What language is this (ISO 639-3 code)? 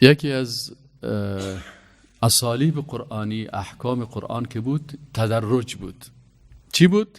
fas